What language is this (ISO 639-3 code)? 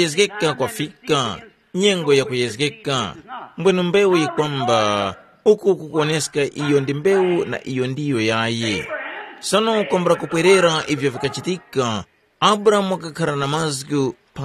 tum